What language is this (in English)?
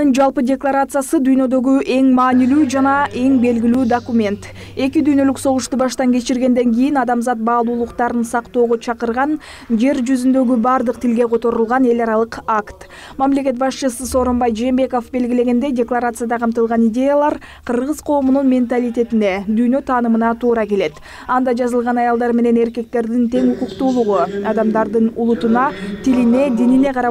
Kyrgyz